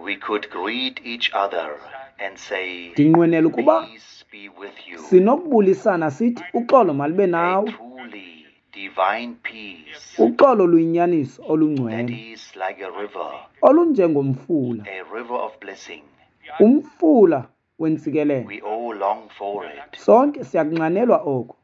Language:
Xhosa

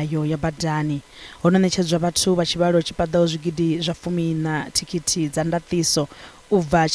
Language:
Venda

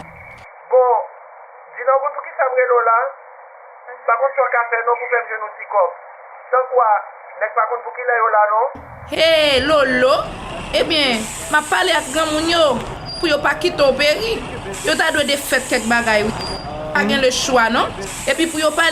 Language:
Haitian Creole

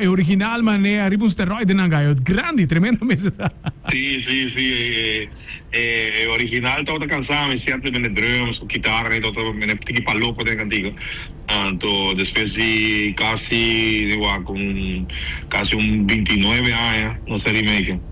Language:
Papiamento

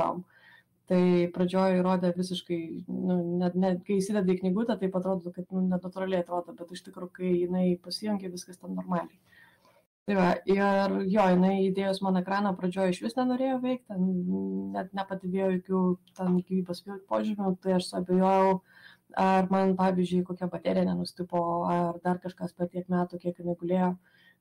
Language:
Lithuanian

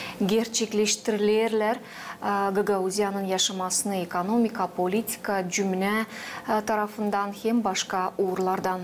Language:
Gagauz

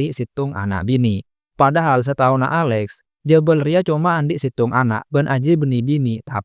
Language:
Madurese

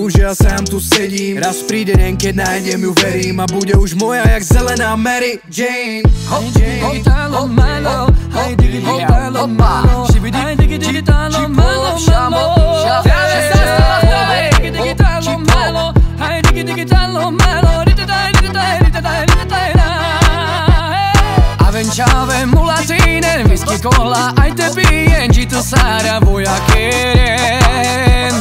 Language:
Slovak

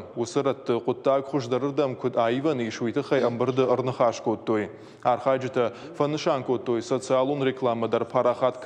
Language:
Ossetic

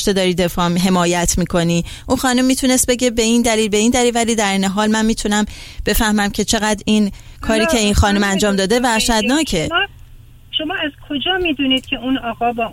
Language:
Persian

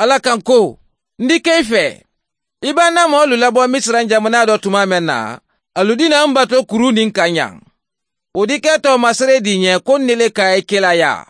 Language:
Mandingo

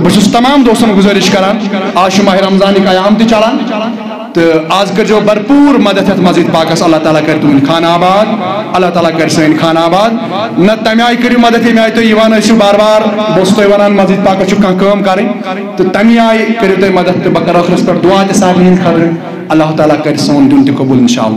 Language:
Kashmiri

